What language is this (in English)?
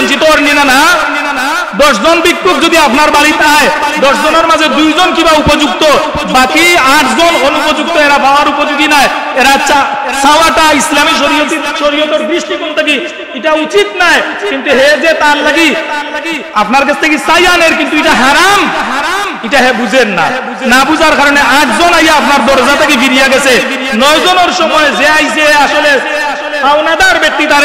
Sylheti